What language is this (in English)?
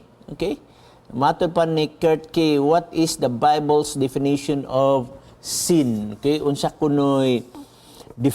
Cebuano